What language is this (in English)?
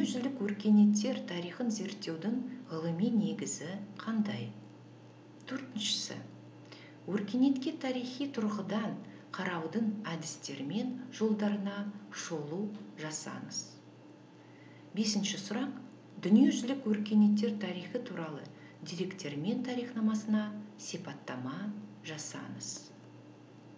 Kazakh